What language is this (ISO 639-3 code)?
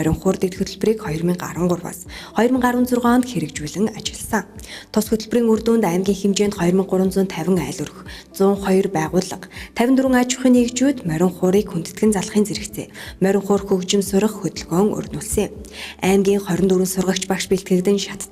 mon